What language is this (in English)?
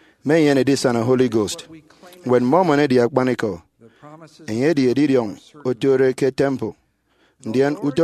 Efik